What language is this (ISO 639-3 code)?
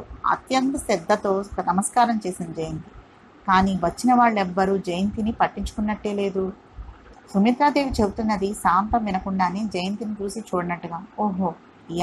tel